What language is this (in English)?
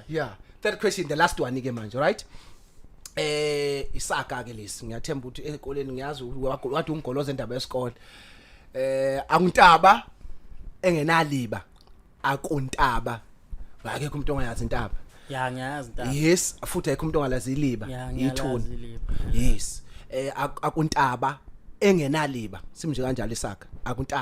Zulu